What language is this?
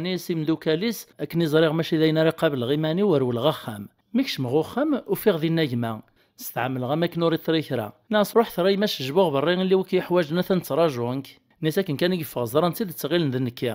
Kabyle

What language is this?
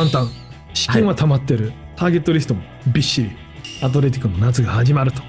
Japanese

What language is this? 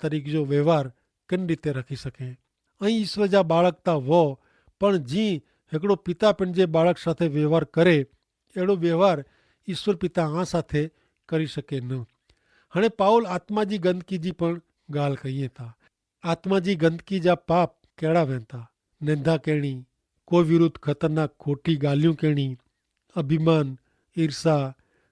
Kachhi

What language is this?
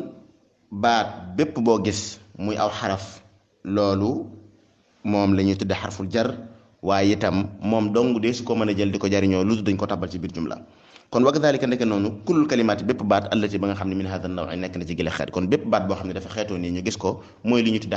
Wolof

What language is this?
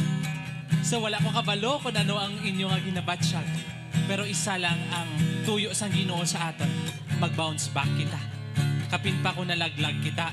Hiligaynon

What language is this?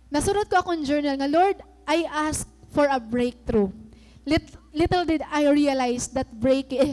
Waray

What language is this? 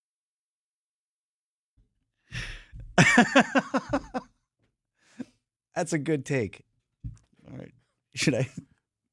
English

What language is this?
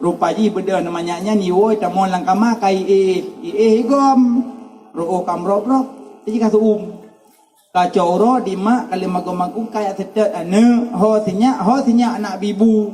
Achinese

